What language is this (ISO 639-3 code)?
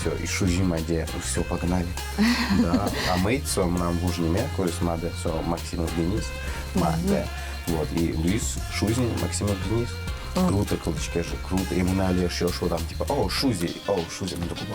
udm